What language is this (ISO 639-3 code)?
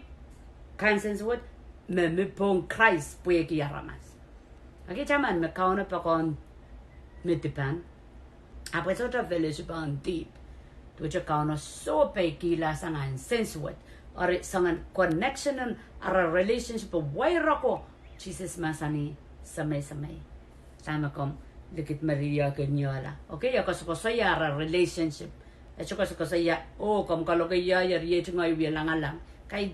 pon